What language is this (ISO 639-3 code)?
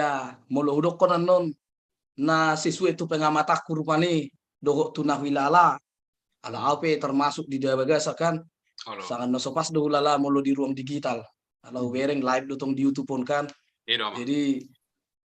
bbc